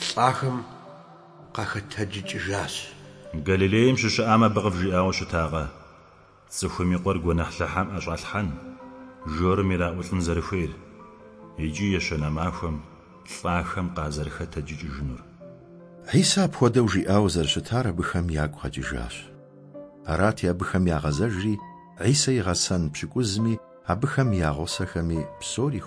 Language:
Kabardian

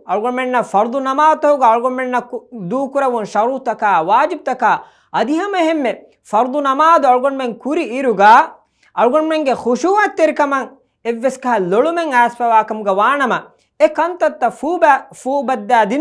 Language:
Divehi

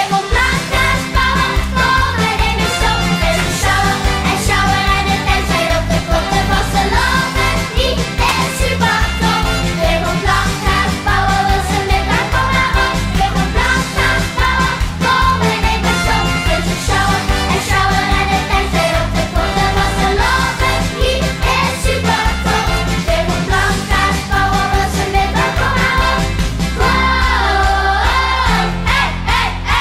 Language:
Limburgish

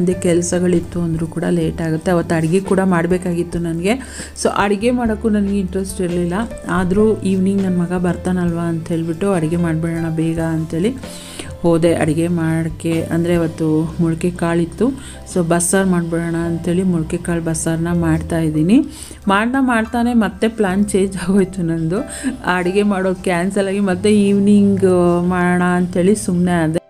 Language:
Kannada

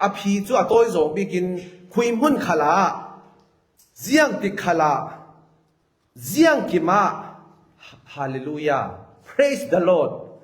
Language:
Falam Chin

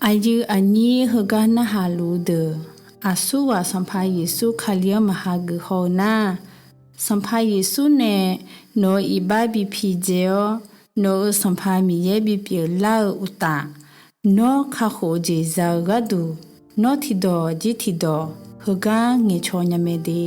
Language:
Akha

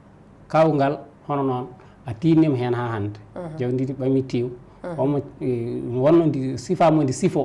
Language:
Fula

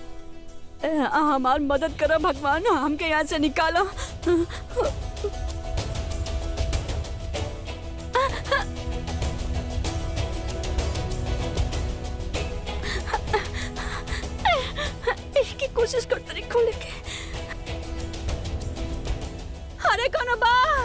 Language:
Bhojpuri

